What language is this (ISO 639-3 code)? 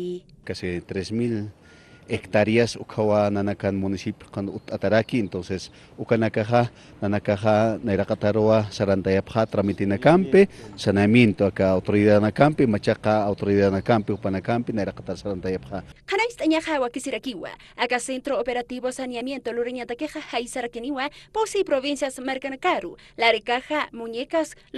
aym